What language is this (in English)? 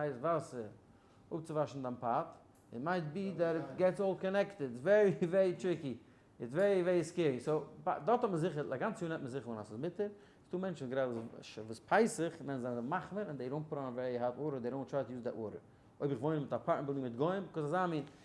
Yiddish